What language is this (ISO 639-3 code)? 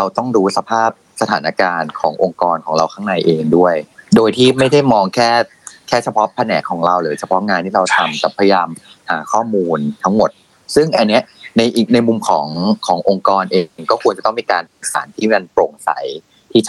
tha